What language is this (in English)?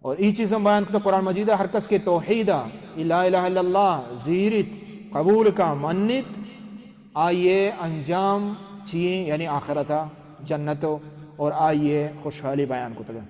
Baluchi